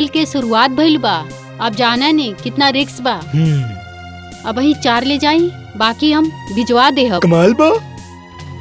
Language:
Bhojpuri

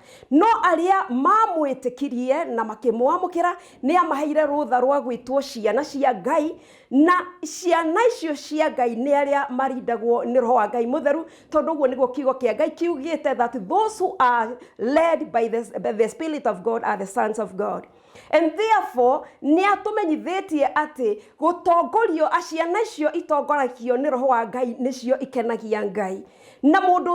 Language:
Kikuyu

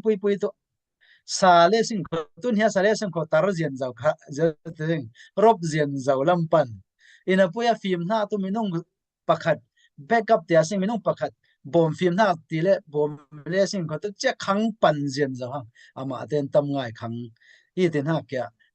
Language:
Falam Chin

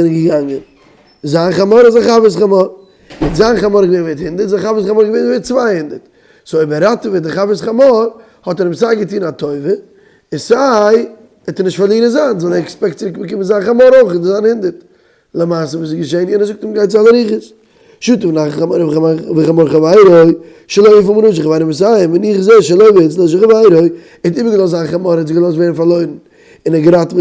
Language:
Yiddish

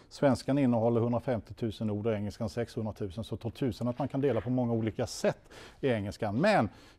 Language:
Swedish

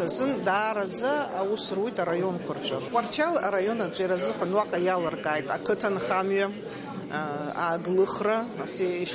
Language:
Abkhazian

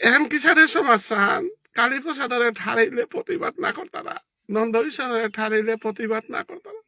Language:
Bishnupriya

